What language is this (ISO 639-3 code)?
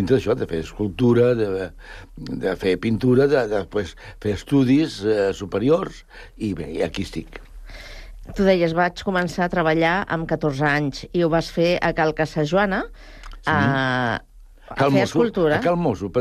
cat